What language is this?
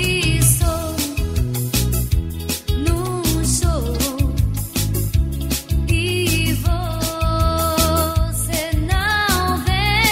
Portuguese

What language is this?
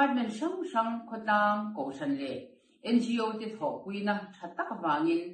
Mizo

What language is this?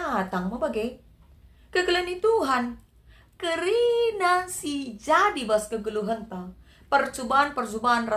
Batak Karo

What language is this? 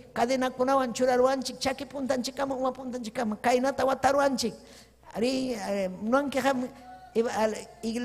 Ayacucho Quechua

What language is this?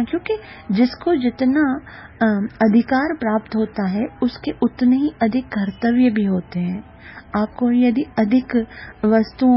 Hindi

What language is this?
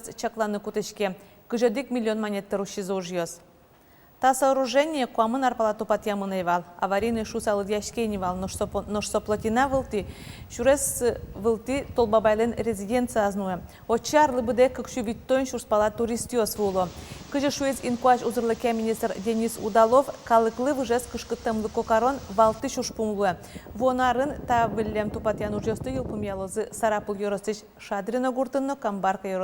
Udmurt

